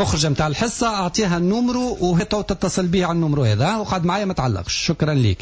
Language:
Tunisian Arabic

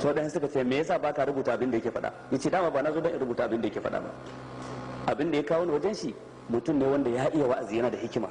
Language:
Hausa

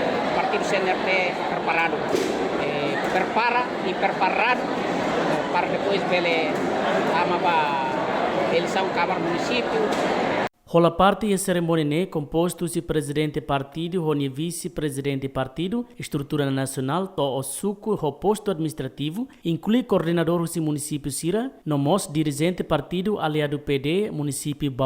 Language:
Tetum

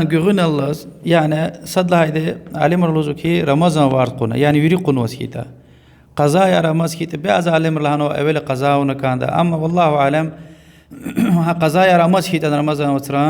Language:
Lezghian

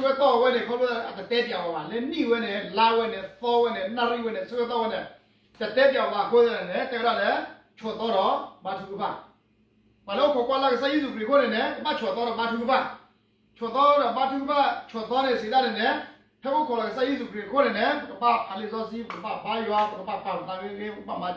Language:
S'gaw Karen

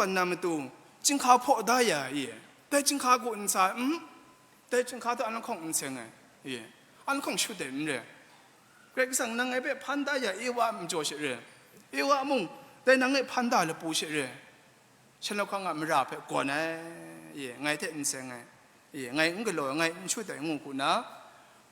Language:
Kachin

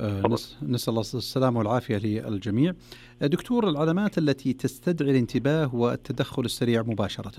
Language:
Najdi Arabic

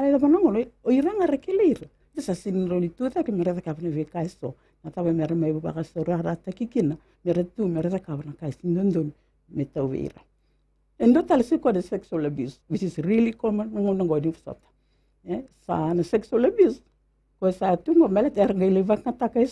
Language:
Fijian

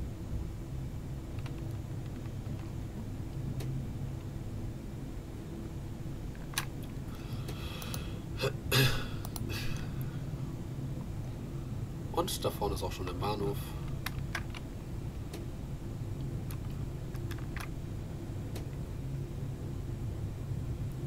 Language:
German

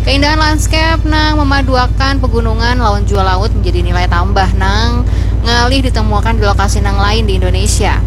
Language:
Banjar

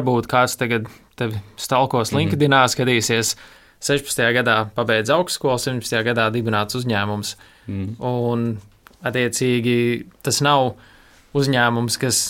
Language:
Latvian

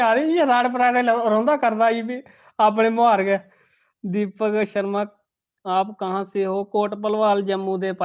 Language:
Dogri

